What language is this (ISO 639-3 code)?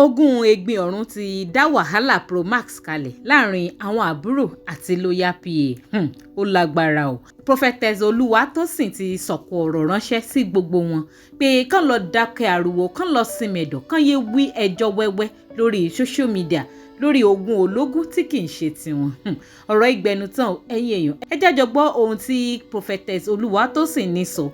yor